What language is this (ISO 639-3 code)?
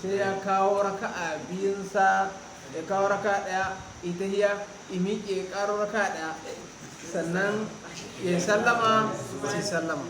hau